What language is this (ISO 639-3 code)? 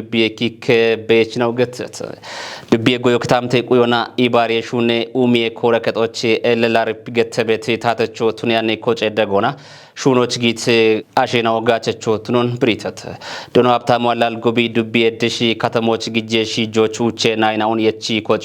kbr